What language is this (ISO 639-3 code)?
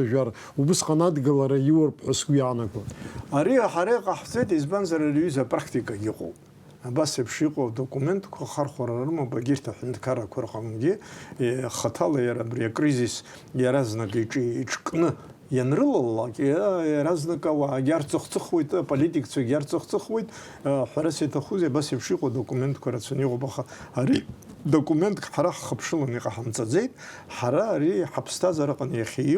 abk